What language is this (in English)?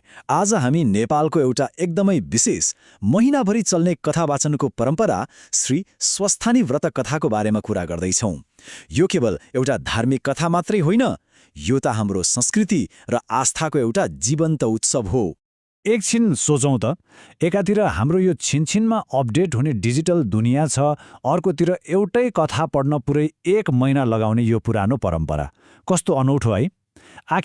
Nepali